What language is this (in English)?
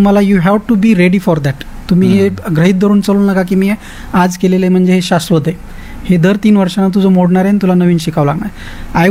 Marathi